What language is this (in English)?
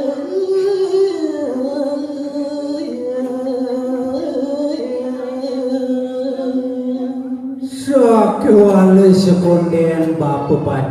Balinese